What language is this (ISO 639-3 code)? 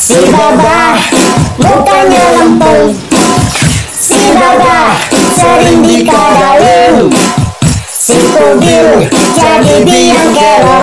bew